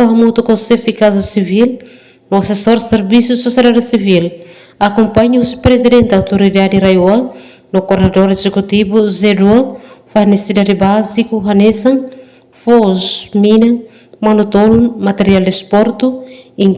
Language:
Tetum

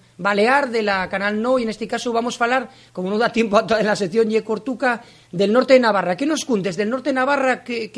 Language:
Asturian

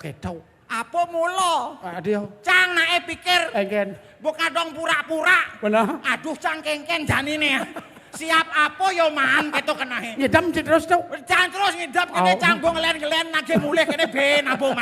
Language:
Balinese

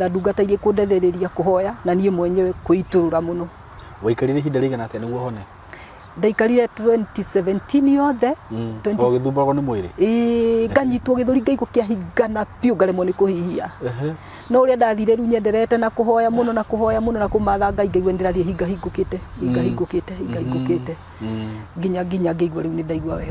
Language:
Kikuyu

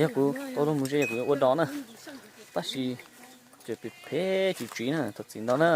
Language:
Hmong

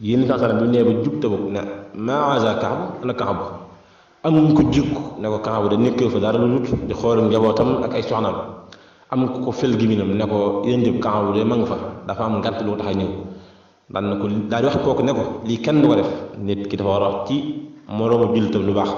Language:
Wolof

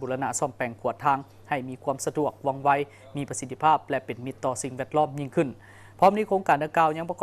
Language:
Lao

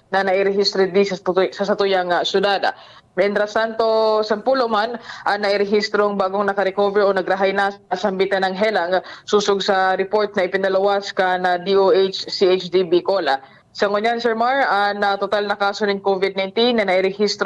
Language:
Bikol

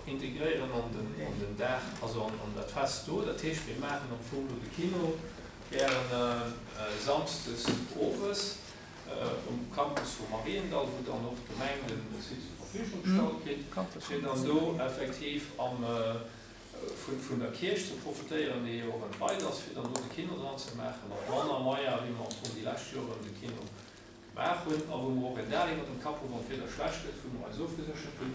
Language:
Luxembourgish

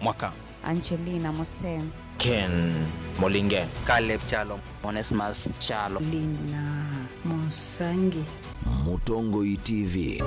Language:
Kamba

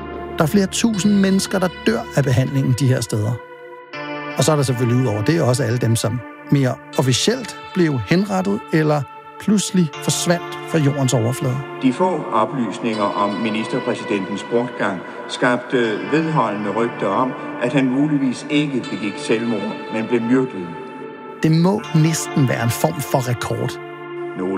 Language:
Danish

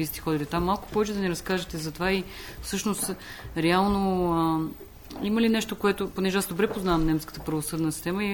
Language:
Bulgarian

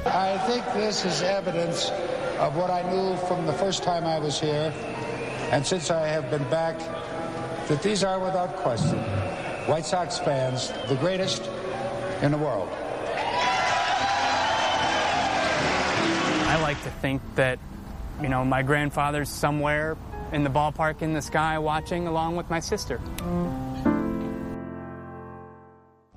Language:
English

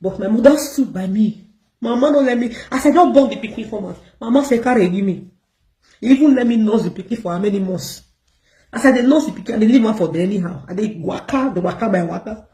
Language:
Nigerian Pidgin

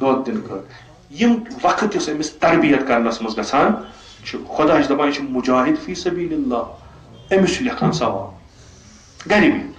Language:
Kashmiri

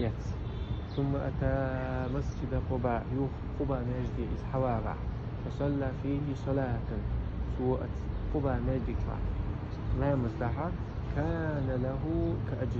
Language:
Chechen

